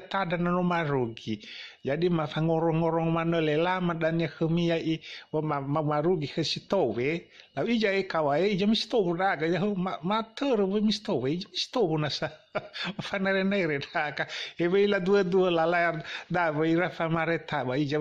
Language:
Nias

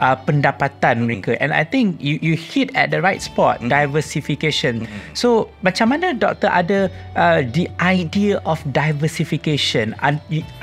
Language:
Malay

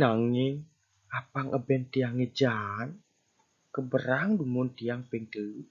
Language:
Balinese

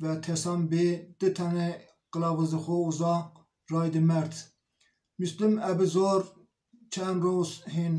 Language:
Zaza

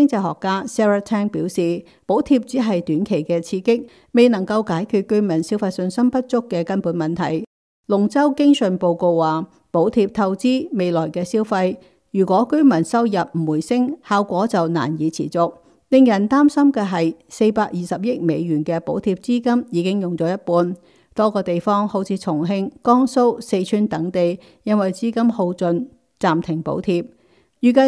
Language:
Cantonese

